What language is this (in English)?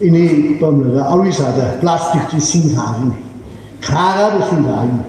Tangkhul Naga (India)